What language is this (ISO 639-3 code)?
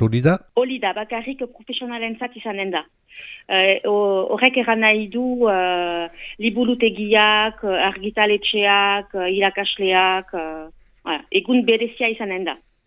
eus